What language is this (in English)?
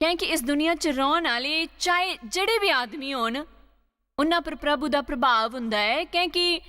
Dogri